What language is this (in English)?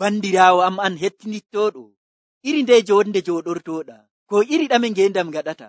Nigerian Fulfulde